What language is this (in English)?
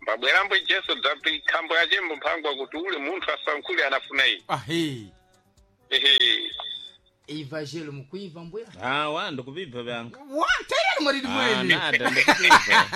Sena